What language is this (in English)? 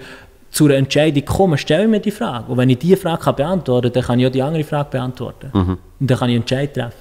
Swiss German